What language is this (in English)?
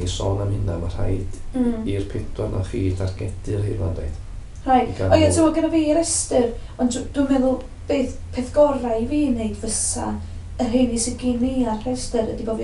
Welsh